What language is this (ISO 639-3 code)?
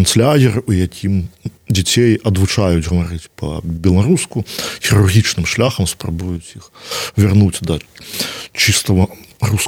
bel